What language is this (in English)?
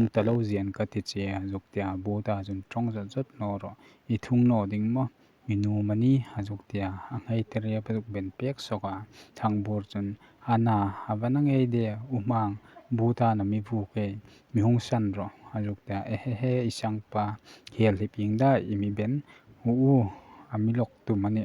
Hmar